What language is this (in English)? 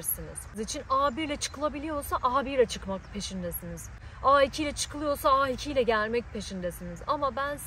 Turkish